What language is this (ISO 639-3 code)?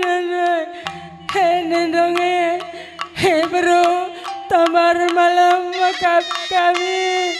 btx